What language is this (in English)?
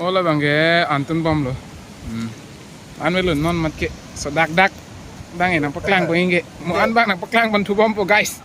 Karbi